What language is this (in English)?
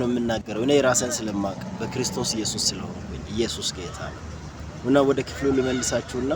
Amharic